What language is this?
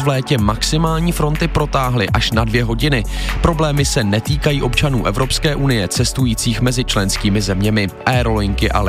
Czech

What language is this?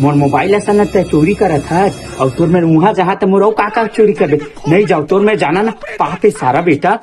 Chhattisgarhi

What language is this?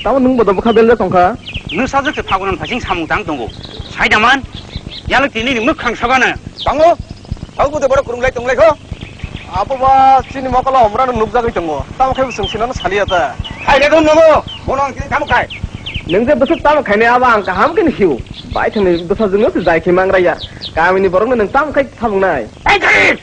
Kok Borok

